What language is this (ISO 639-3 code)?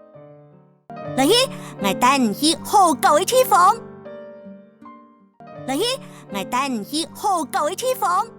hak